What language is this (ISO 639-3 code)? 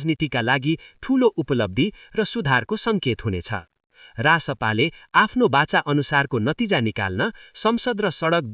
nep